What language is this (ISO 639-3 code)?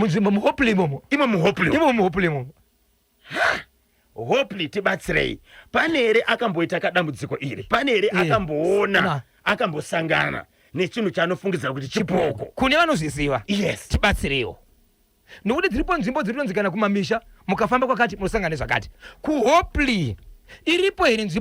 sna